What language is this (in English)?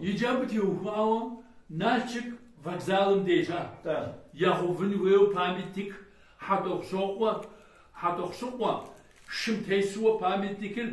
Kabardian